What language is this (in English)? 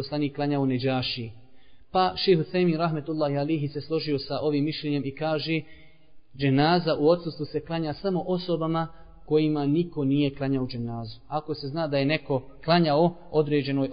Bosnian